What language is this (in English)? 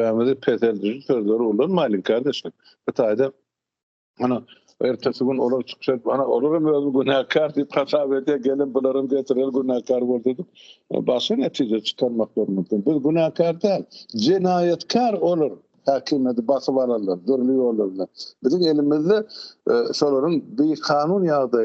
Turkmen